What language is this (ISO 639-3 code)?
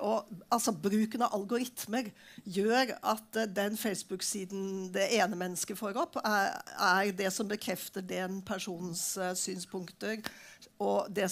nor